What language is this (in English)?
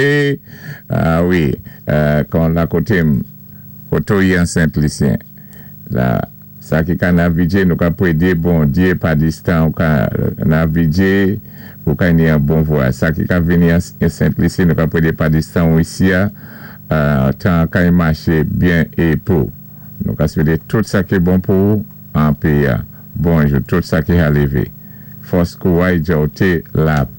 Saint Lucian Creole French